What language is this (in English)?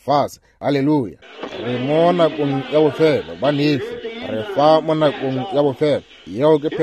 Northern Sotho